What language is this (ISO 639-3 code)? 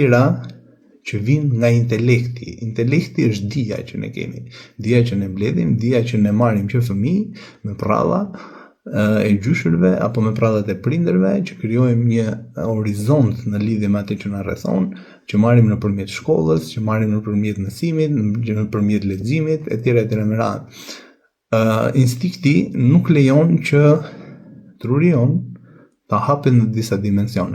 sqi